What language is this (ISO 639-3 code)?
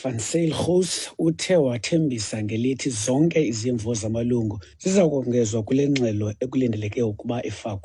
xho